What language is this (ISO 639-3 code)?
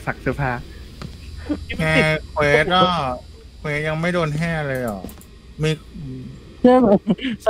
tha